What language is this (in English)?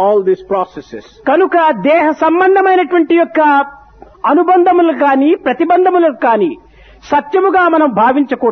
Telugu